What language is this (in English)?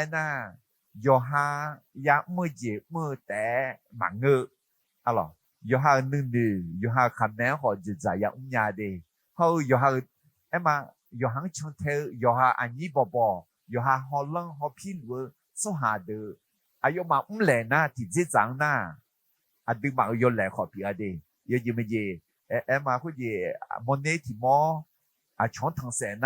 Akha